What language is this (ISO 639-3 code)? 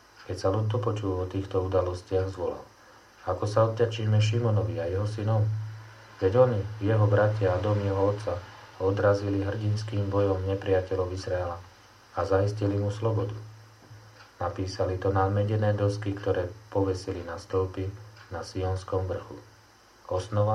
slk